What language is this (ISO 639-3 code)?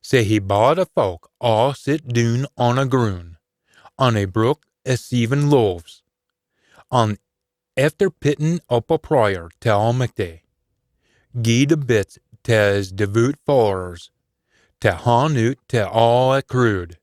sco